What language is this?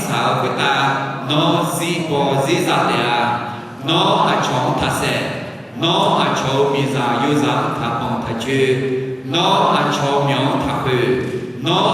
Akha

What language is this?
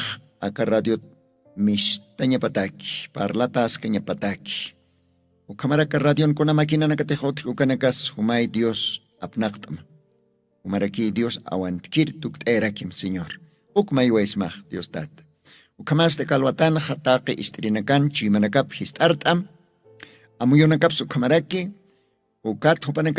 Aymara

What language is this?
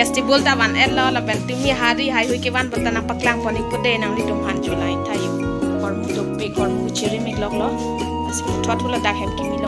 Karbi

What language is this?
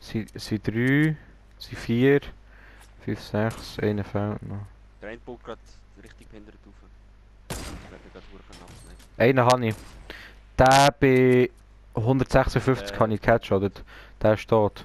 Swiss German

